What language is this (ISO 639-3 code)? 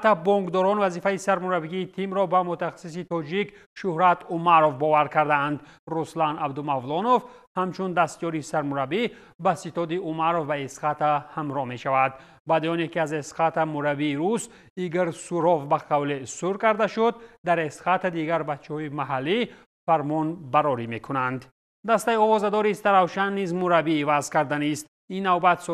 tgk